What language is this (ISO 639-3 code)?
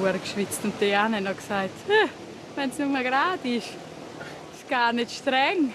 gsw